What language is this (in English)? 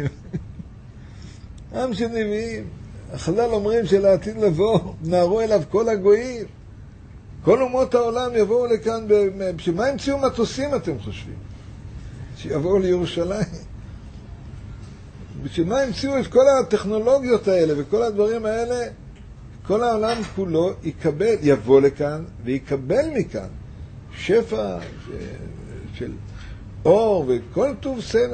Hebrew